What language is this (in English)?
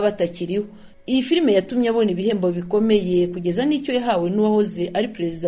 Kinyarwanda